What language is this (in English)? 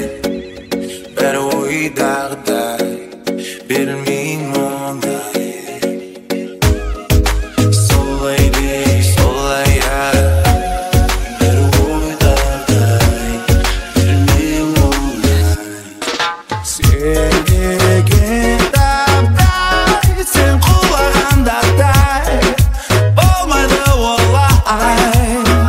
Kazakh